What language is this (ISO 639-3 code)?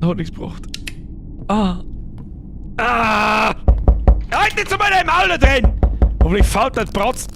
bar